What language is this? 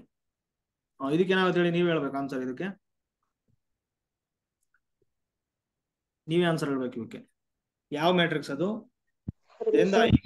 Kannada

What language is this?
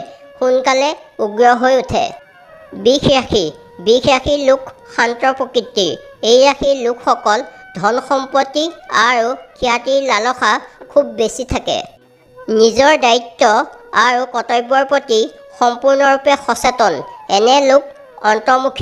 Assamese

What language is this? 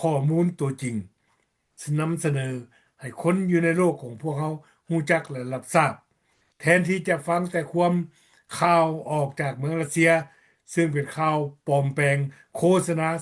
Lao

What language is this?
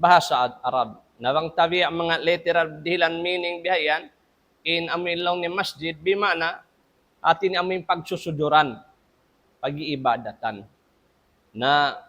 Tausug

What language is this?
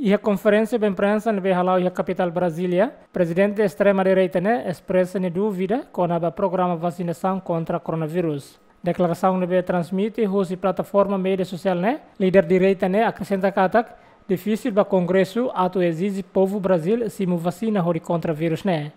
Tetum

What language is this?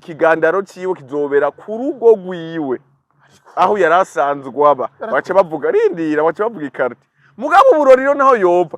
Rundi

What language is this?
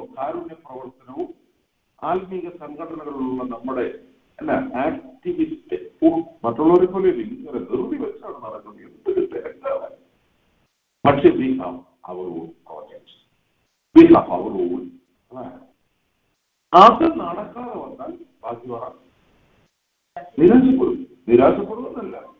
Malayalam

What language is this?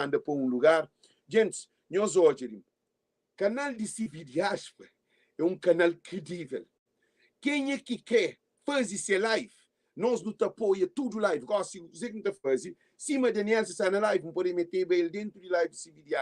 Kabuverdianu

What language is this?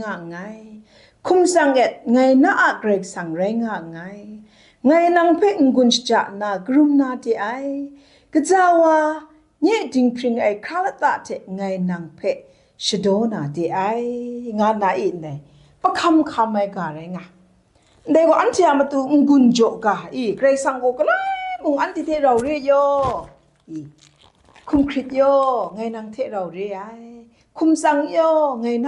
Kachin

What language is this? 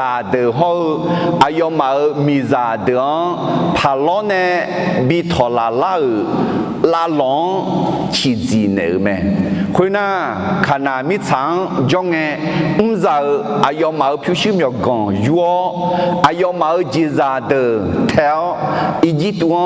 Akha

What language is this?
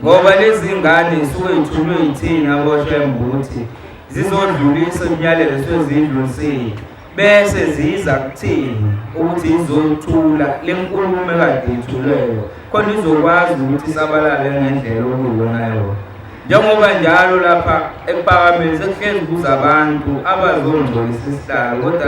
Zulu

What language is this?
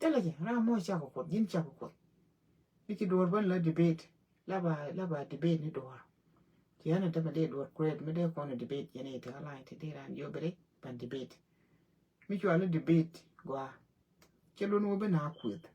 Nuer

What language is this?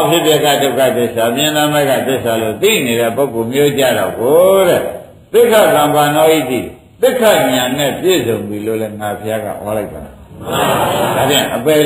Burmese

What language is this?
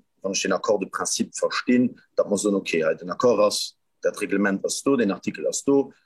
Luxembourgish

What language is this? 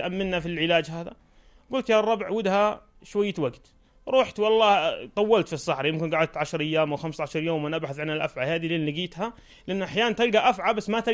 North Levantine Arabic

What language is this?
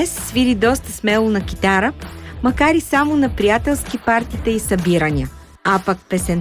Bulgarian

